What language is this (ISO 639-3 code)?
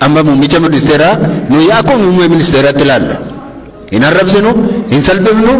orm